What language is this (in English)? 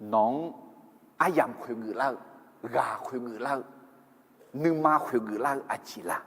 Akha